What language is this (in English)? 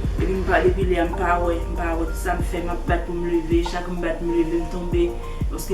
Haitian Creole